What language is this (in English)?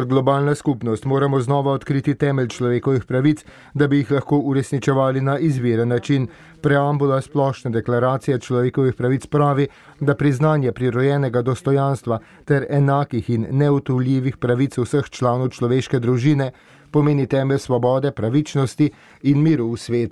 Slovenian